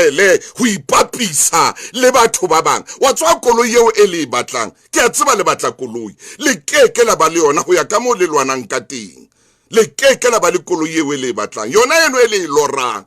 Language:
Southern Sotho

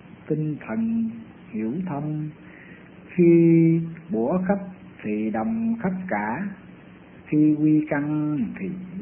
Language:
Vietnamese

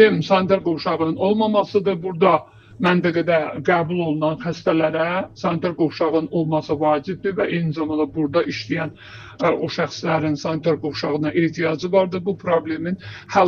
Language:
Azerbaijani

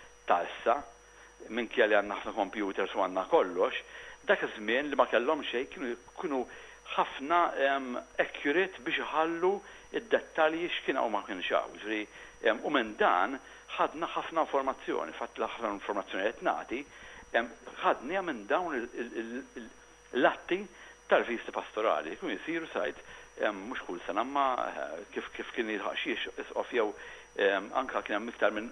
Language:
Maltese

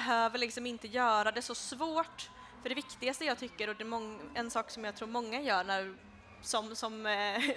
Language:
Swedish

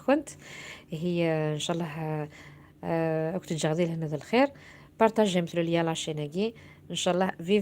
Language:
Kabyle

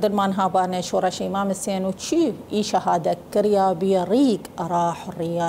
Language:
Southern Kurdish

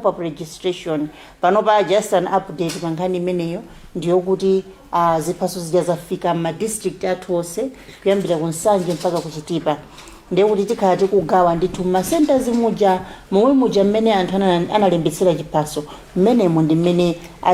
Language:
Nyanja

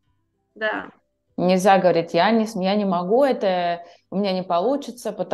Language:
Russian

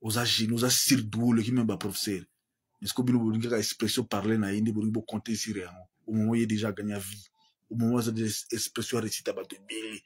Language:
Lingala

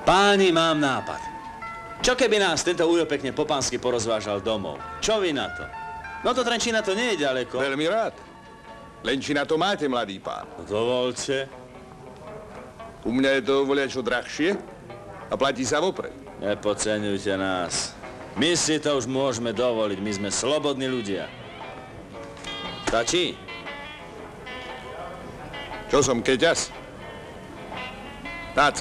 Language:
Slovak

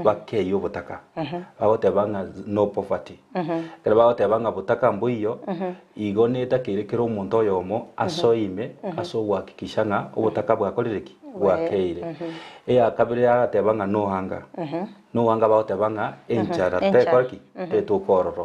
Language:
Gusii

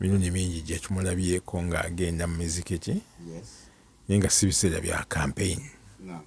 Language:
Ganda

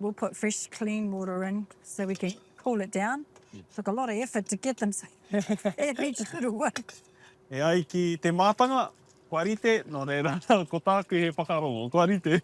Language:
Māori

